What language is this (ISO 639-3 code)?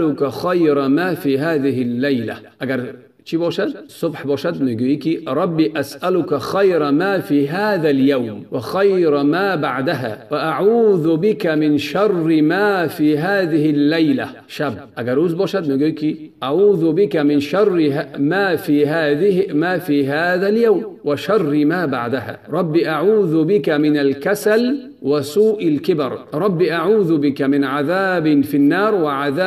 tgk